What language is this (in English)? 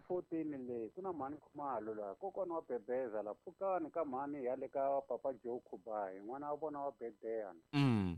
Tsonga